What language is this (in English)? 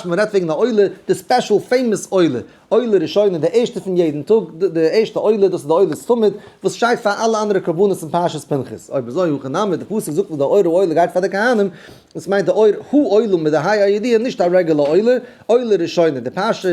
Yiddish